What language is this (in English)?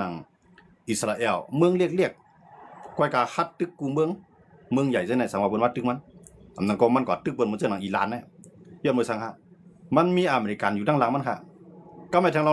Shan